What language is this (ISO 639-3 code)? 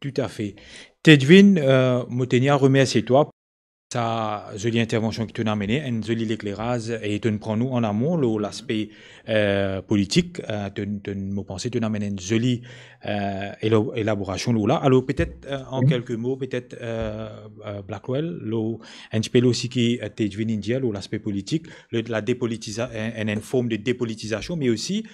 mfe